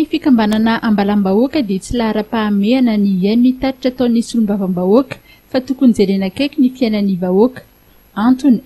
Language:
Malagasy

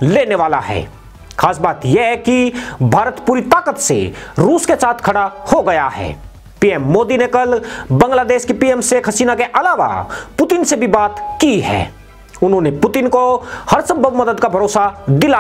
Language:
Hindi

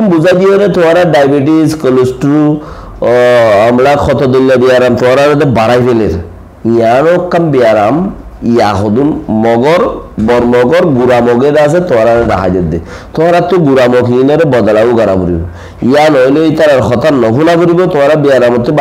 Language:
Rohingya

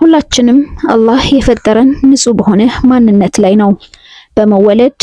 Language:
Amharic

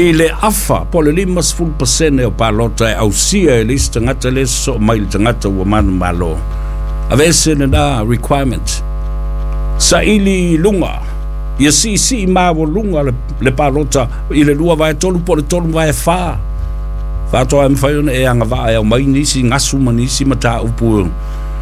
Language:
Samoan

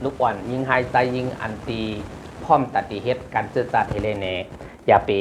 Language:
Shan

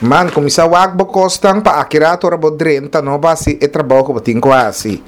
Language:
Papiamento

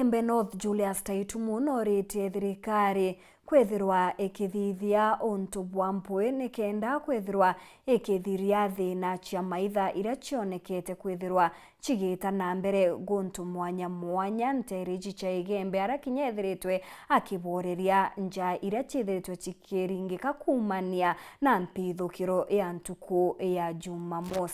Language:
Meru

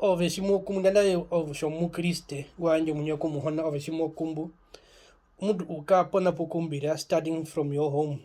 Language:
Herero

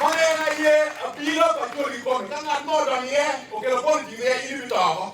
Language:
Acoli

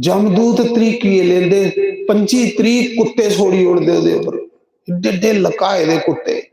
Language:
Dogri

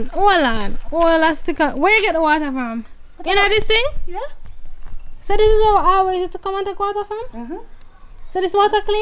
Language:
Jamaican Creole English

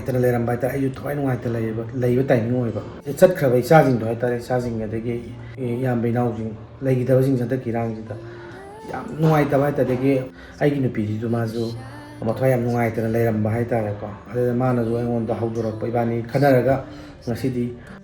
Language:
Manipuri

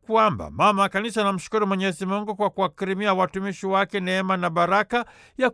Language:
Swahili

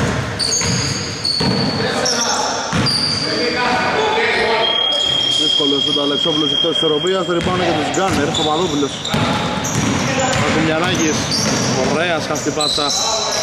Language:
Greek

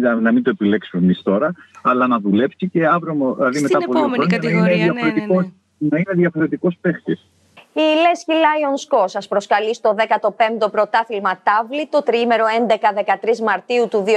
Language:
Greek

